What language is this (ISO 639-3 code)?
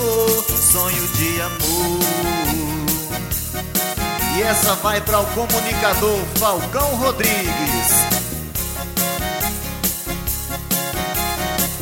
por